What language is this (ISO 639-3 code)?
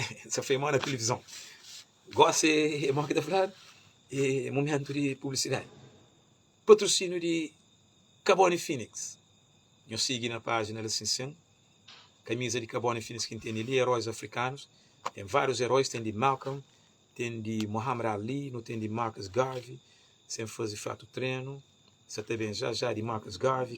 kea